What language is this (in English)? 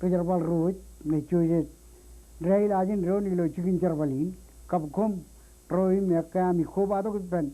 Marshallese